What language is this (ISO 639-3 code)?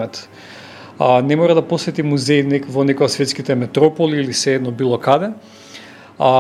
mkd